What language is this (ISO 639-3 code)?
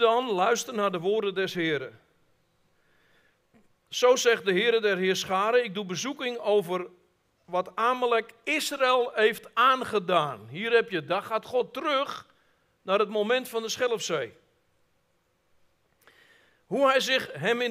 nld